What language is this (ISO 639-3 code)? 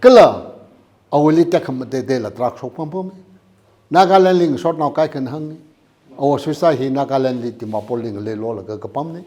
nmf